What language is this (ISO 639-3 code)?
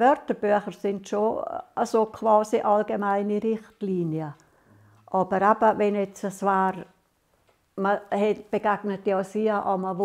gsw